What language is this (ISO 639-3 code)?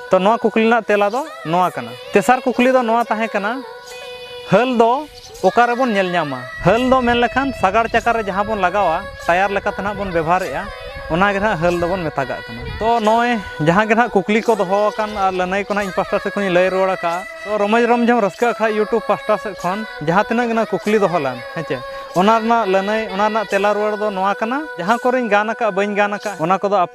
sat